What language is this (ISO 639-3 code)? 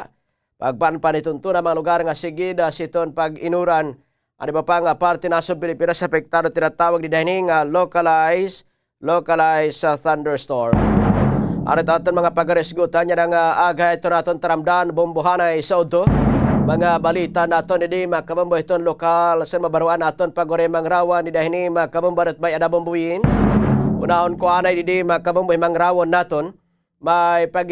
war